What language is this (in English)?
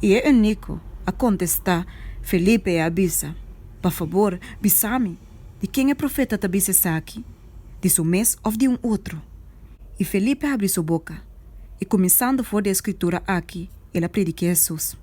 Papiamento